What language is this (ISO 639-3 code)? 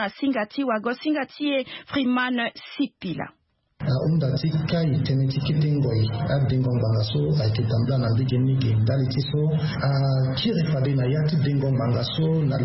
sag